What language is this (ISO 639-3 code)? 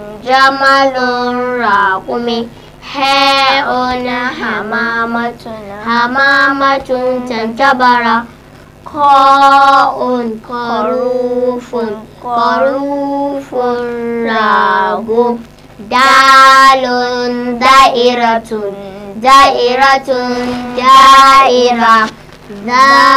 hau